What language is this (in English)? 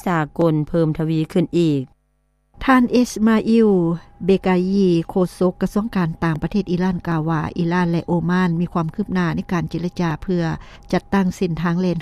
Lao